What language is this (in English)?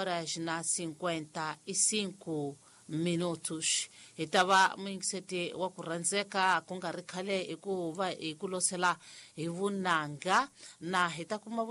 Tsonga